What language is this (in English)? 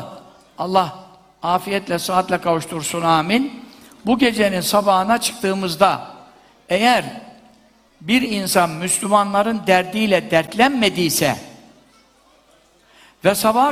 Turkish